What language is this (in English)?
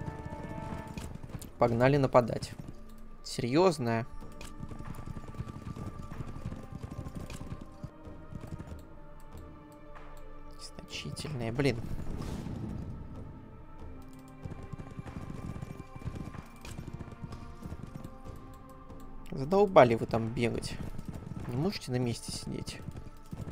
Russian